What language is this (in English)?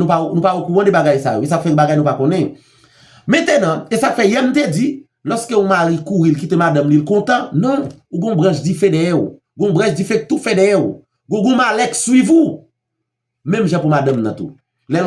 Haitian Creole